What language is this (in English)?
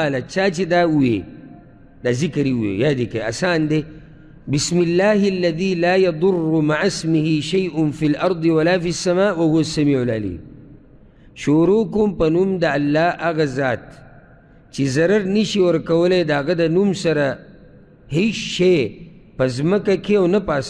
Pashto